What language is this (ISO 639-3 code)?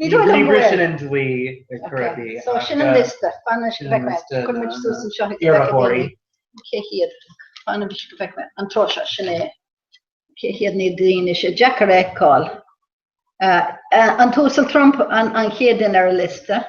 gle